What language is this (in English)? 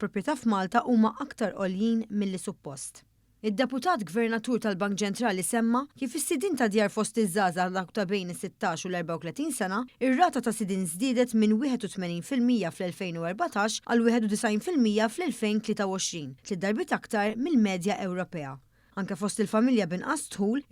Maltese